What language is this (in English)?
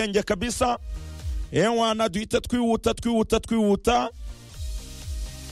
Kinyarwanda